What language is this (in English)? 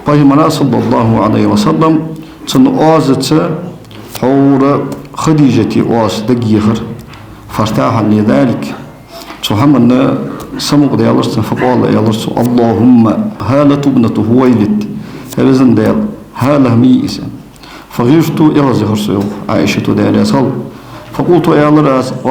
Ingush